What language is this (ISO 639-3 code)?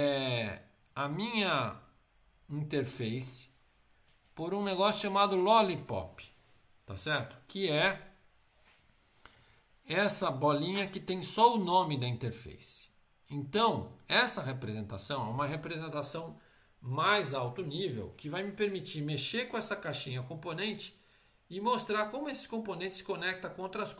por